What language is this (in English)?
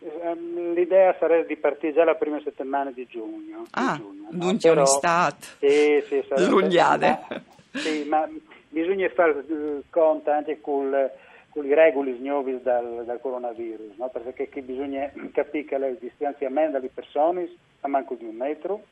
Friulian